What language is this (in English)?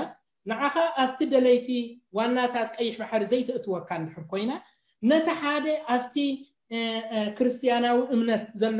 Tigrinya